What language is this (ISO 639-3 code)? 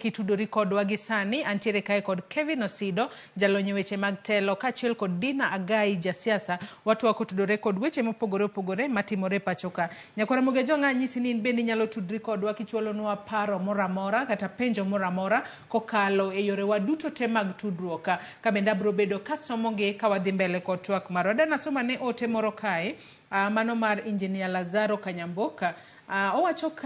luo